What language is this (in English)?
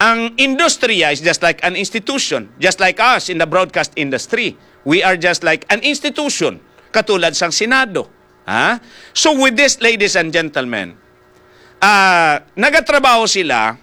Hiligaynon